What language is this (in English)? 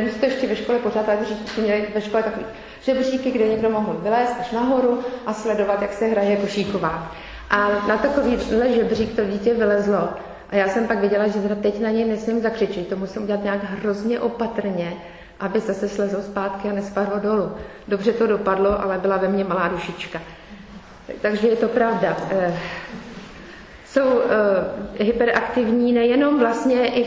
Czech